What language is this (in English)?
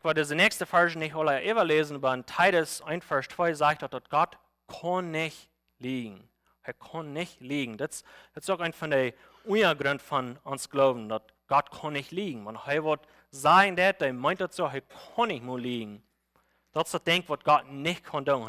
Plautdietsch